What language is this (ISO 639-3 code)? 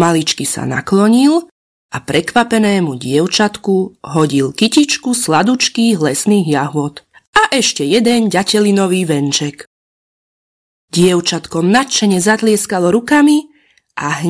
slk